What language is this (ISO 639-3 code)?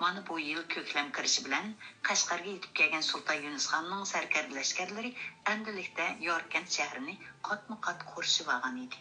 uig